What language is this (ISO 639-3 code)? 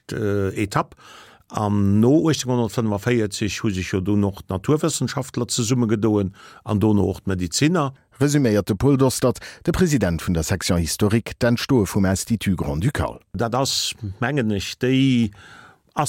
ltz